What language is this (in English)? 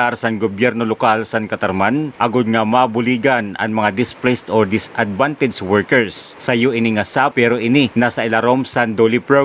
Waray